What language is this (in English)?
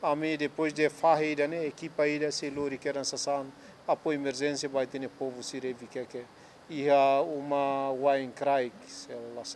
Tetum